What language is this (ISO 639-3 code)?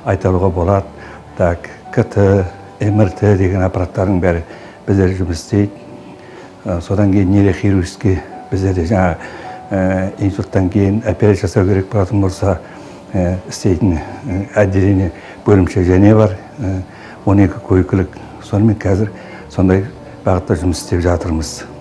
kaz